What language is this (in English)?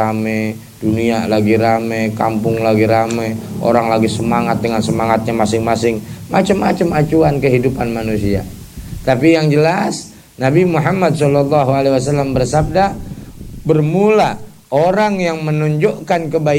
Indonesian